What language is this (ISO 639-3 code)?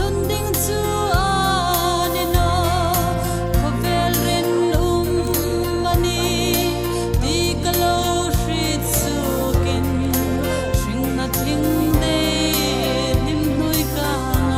hmr